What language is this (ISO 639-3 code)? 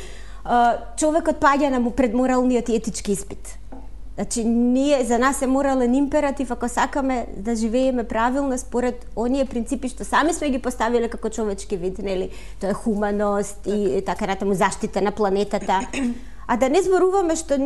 mkd